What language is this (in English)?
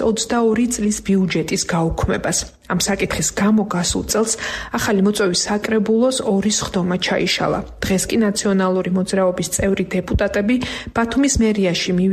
Georgian